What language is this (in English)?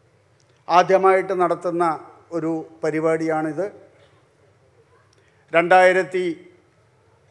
Malayalam